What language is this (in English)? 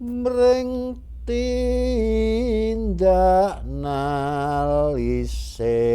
Javanese